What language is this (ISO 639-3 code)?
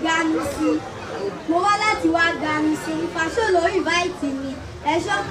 yor